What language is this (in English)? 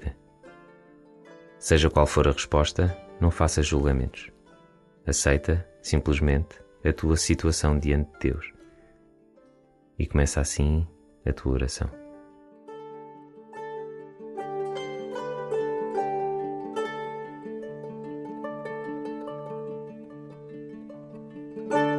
Portuguese